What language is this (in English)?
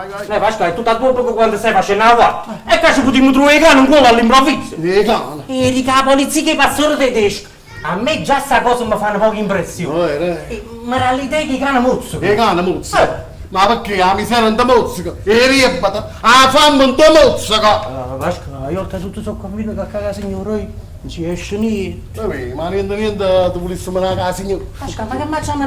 Neapolitan